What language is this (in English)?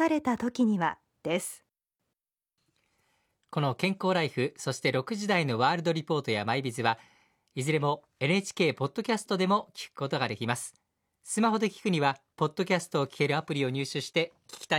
Japanese